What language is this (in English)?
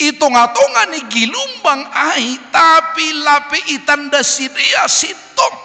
Batak Simalungun